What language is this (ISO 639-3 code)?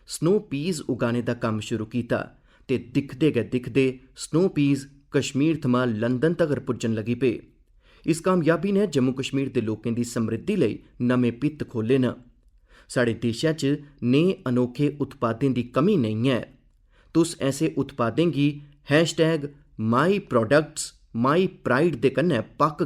doi